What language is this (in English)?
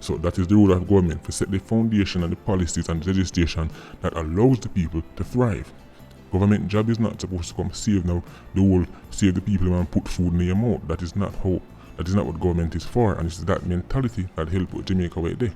Jamaican Creole English